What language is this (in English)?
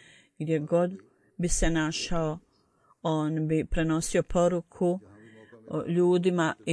Bosnian